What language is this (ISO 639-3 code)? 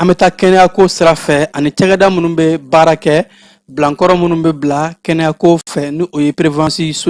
bam